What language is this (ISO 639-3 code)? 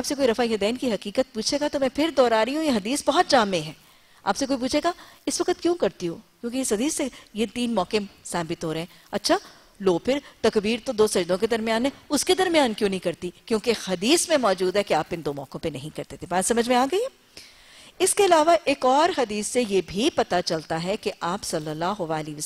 urd